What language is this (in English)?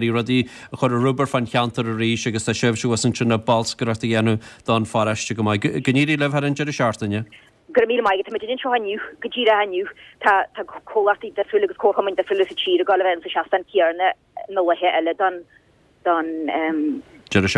Irish